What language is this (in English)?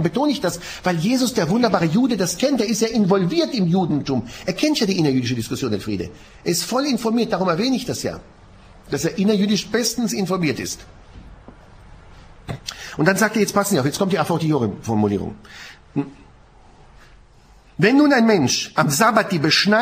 German